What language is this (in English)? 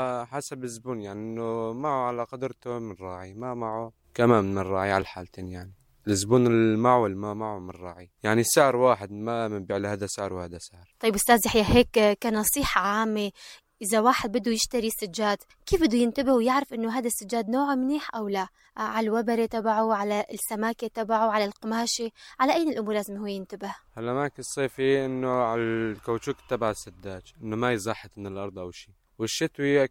North Levantine Arabic